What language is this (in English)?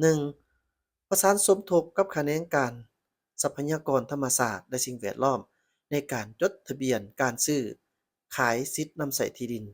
Lao